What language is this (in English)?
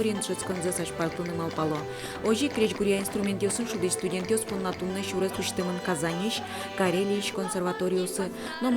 Udmurt